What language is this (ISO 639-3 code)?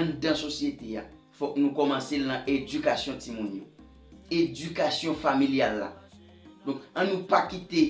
hat